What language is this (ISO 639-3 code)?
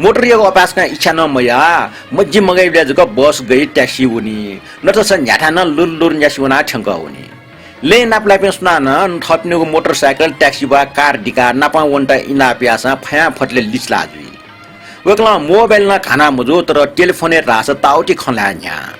new